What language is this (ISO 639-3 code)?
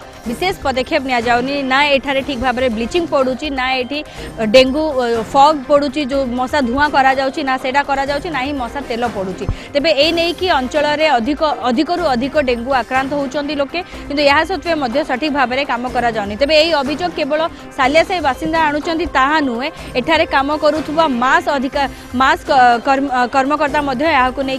ori